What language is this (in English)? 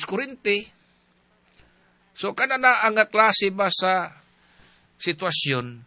Cebuano